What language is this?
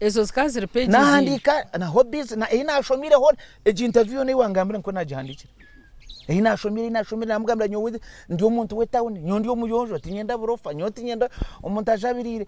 Nyankole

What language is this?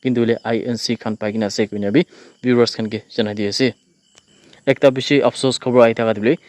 Naga Pidgin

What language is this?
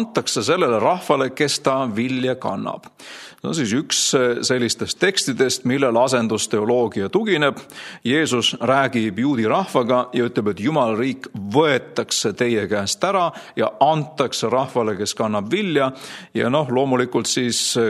Estonian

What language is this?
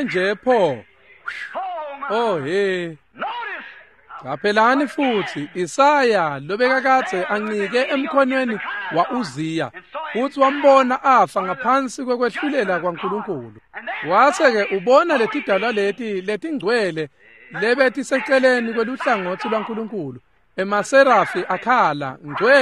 Swati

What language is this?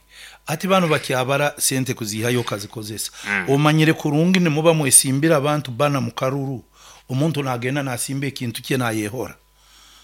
Nyoro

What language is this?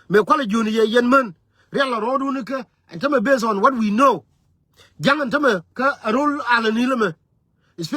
Nuer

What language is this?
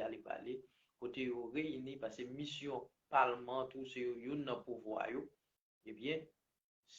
Haitian Creole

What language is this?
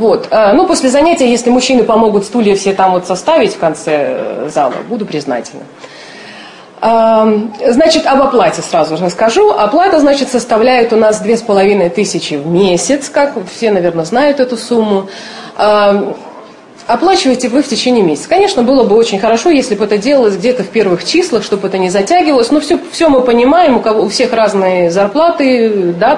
Russian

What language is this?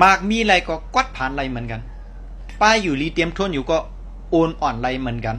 Shan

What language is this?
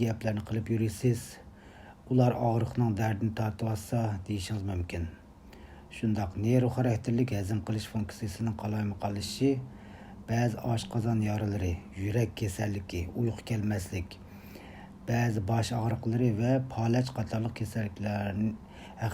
Uyghur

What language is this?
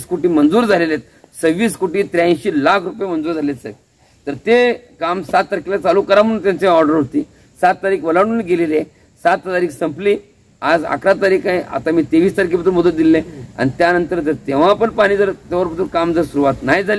Marathi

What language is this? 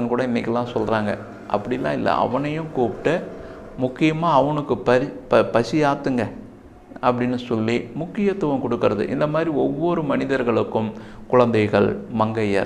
Tamil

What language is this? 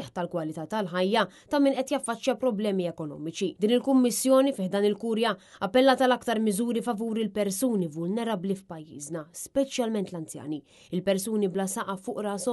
Maltese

